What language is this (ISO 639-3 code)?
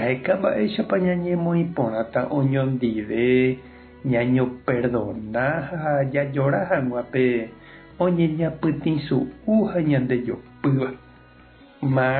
grn